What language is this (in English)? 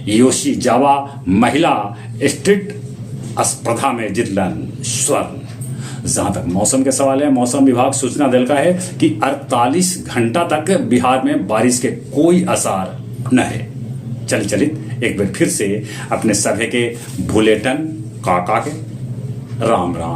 Magahi